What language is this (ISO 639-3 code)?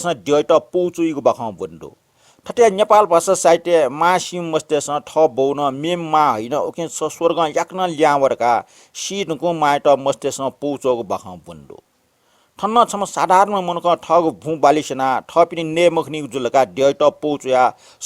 new